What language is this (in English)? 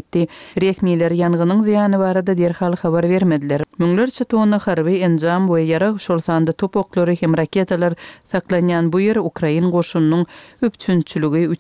Kyrgyz